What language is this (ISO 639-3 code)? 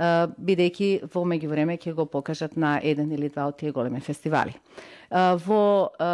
mkd